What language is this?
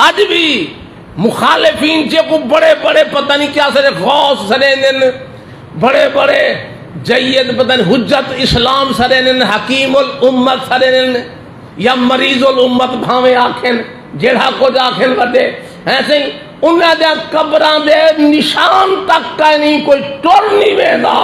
Saraiki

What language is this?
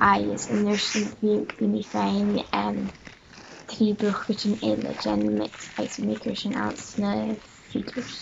Scottish Gaelic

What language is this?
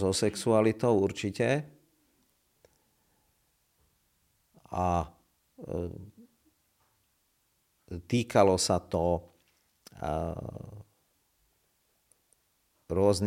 Slovak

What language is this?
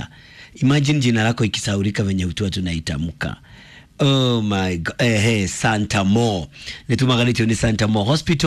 Kikuyu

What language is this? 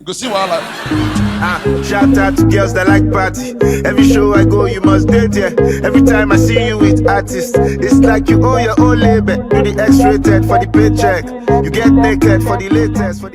Nigerian Pidgin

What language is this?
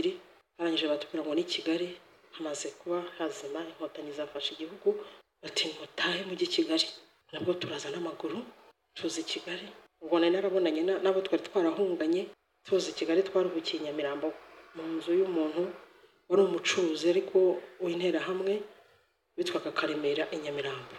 Kinyarwanda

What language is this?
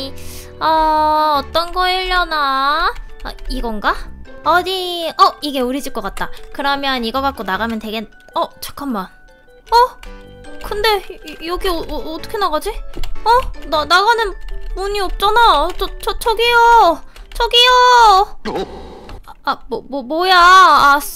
Korean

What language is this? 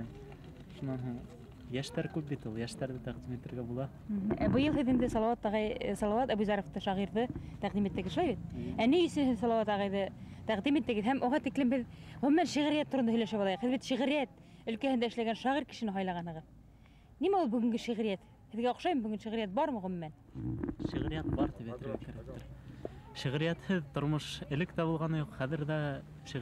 Bashkir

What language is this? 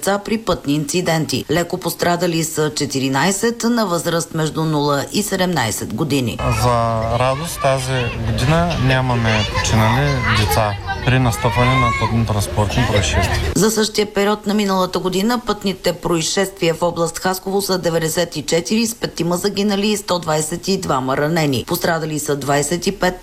Bulgarian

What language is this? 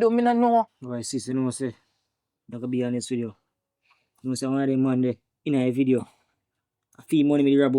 Jamaican Creole English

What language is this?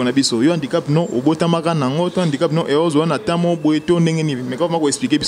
Lingala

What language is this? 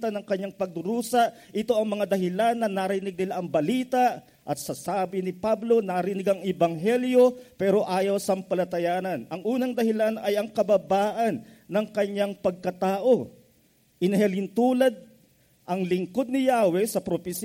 Filipino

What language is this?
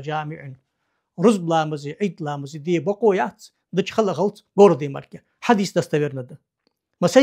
Ingush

